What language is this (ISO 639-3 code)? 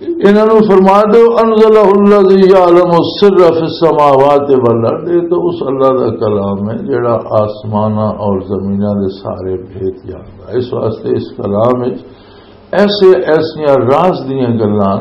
lah